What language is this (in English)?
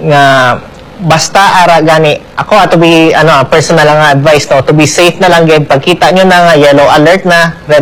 Hiligaynon